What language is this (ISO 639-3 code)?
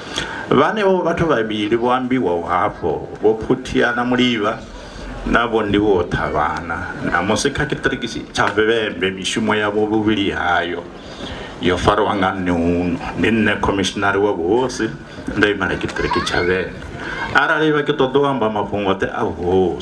ven